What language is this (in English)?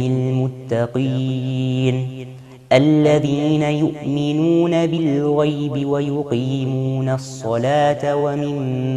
Central Kurdish